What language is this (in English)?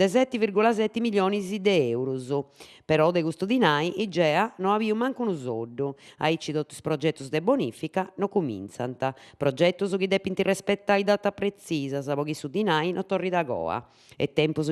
Sardinian